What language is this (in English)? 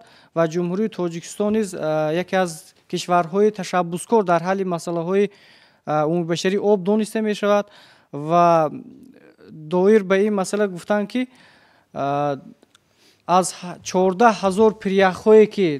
Tajik